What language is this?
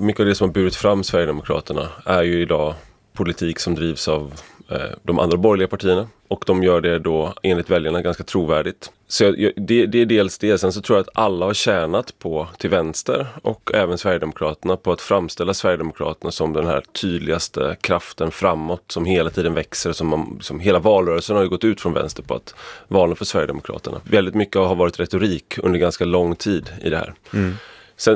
Swedish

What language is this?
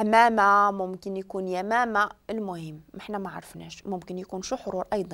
Moroccan Arabic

